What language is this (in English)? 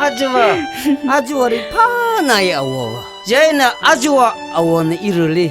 Tangkhul Naga (India)